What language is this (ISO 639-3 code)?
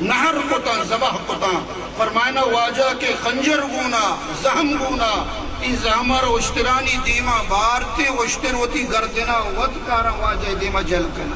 bgp